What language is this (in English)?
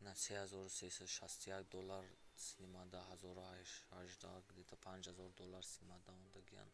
Tajik